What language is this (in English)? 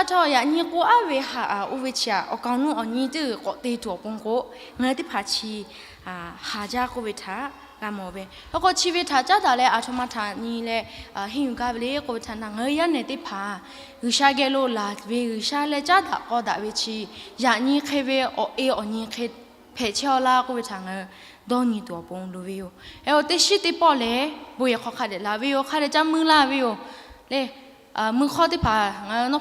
Lahu